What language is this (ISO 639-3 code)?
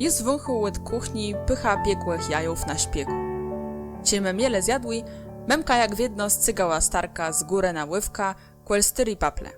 csb